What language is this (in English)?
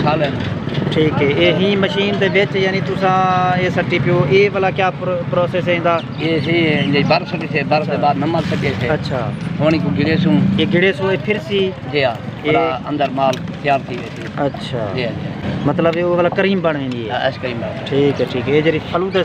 Saraiki